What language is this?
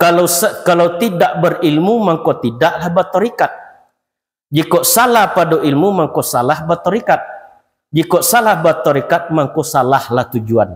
Minangkabau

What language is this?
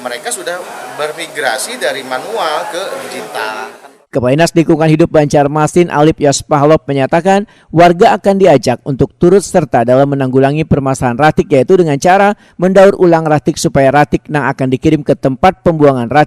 Banjar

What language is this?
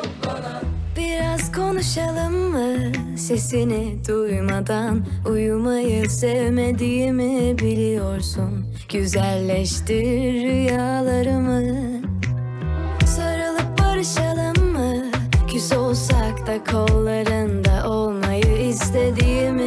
Turkish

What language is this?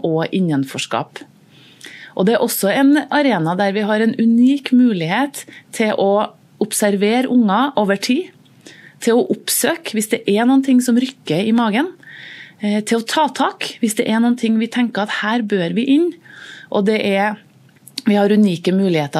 Norwegian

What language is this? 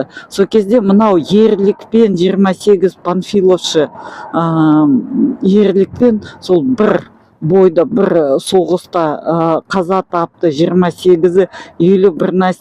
Kazakh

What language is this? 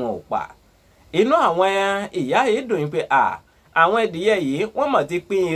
Yoruba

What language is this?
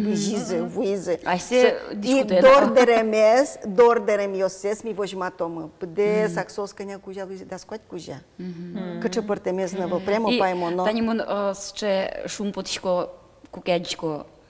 Udmurt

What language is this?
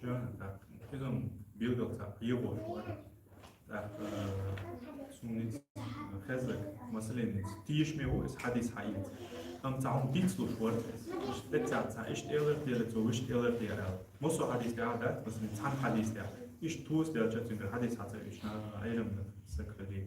Chechen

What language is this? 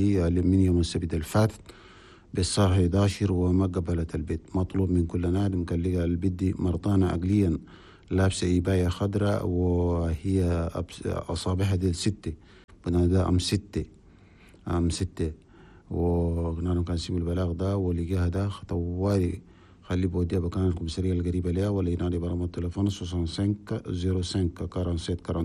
Chadian Arabic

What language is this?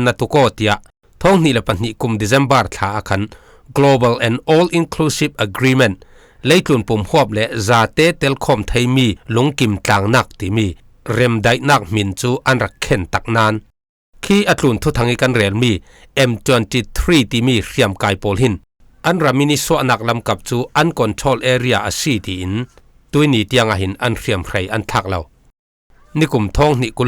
Falam Chin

